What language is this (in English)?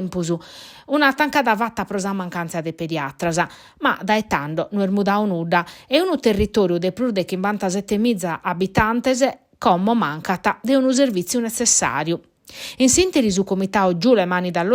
Sardinian